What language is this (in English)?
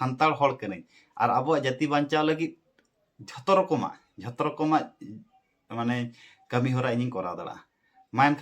Santali